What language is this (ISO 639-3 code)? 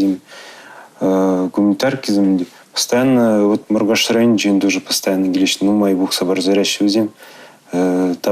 chv